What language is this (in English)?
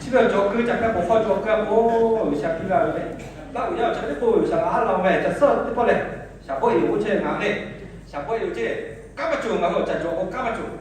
Lahu